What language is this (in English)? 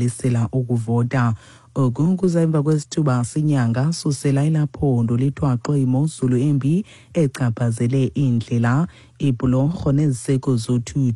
Xhosa